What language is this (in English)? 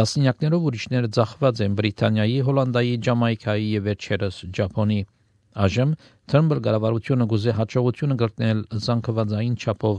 Armenian